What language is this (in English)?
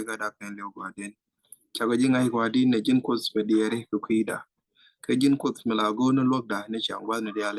Nuer